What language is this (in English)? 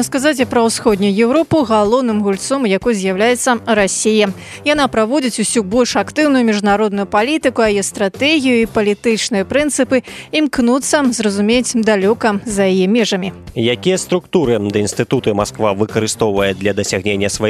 Belarusian